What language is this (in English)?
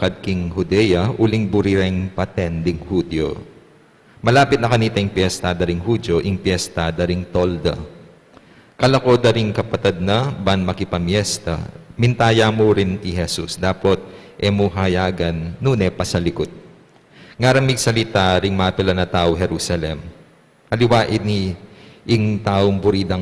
Pampanga